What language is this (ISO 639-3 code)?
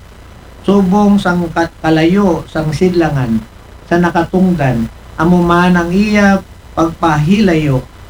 akl